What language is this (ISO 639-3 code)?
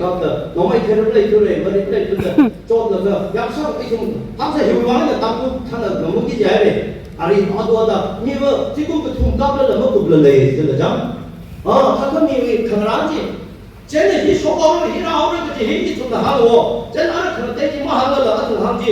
nmf